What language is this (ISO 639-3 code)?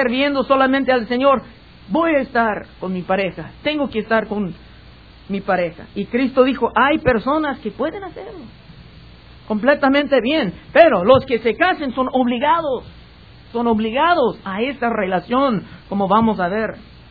spa